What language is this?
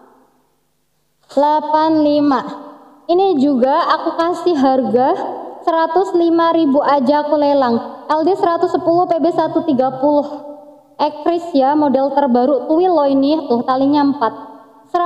Indonesian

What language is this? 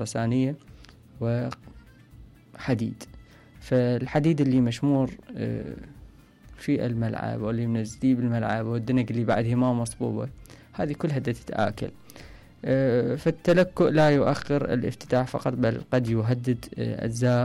Mesopotamian Arabic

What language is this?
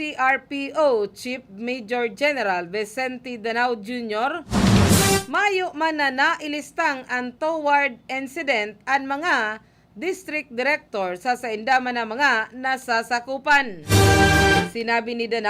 Bikol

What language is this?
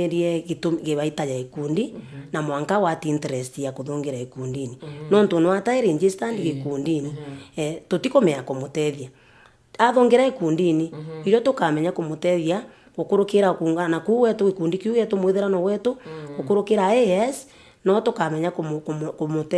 Meru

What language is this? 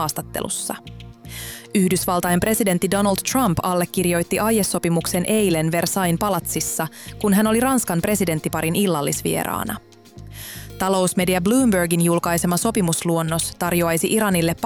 Finnish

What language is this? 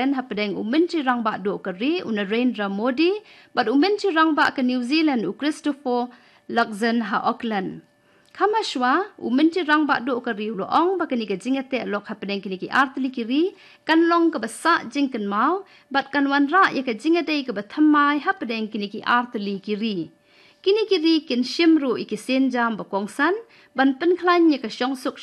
Khasi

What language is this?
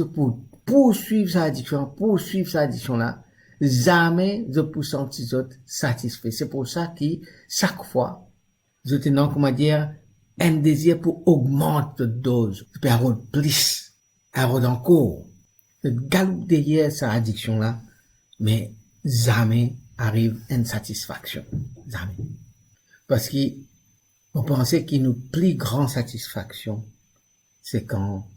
Morisyen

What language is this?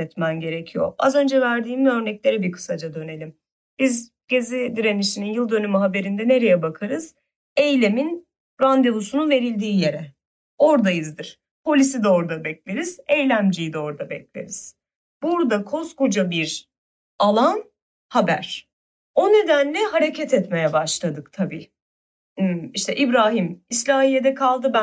Turkish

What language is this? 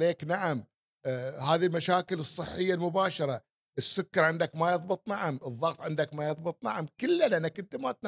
Gulf Arabic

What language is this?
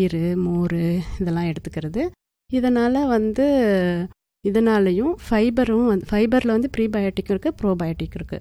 Tamil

